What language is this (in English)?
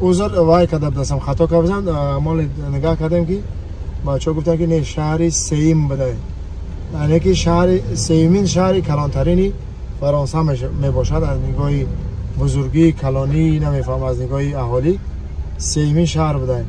Tajik